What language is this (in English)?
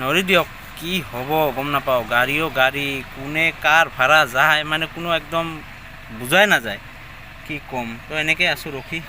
Assamese